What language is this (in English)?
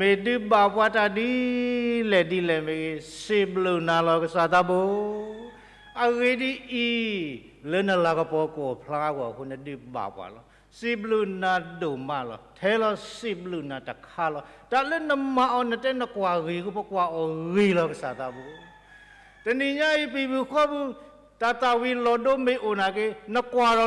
S'gaw Karen